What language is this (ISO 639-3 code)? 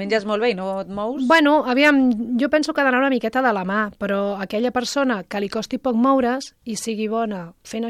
cat